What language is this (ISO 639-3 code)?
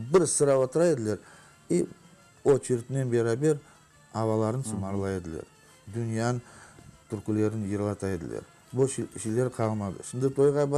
crh